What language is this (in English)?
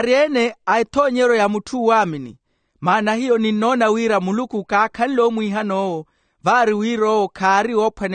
Makhuwa